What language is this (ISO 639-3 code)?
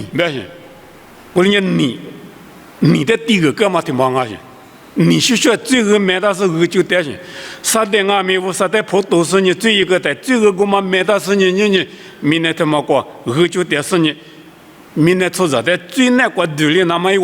lis